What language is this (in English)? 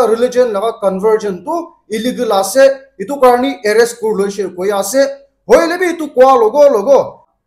Naga Pidgin